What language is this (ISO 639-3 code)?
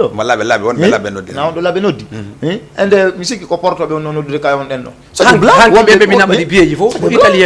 ful